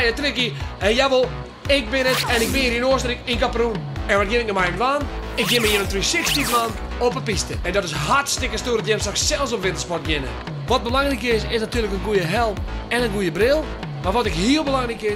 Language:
Western Frisian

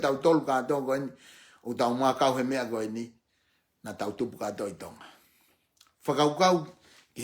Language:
Tongan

